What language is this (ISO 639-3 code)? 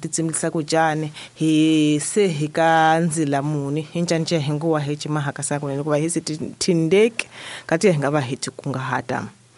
tso